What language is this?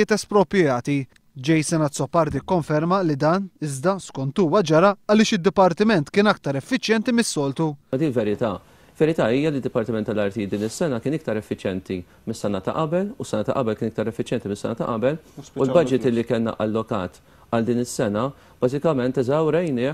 Maltese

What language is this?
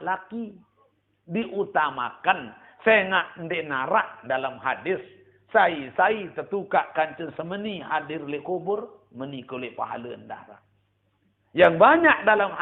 Sasak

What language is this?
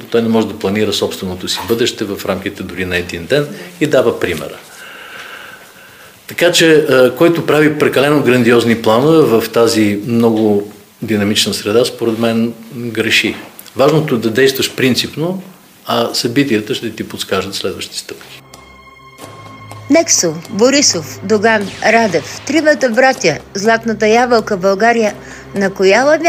Bulgarian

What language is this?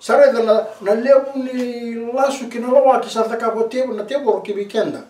Fijian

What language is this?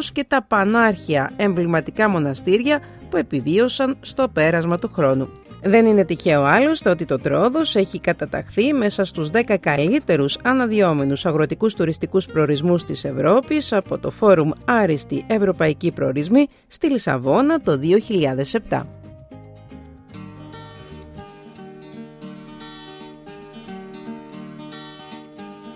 Greek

